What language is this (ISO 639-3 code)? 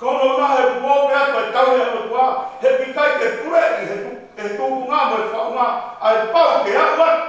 ton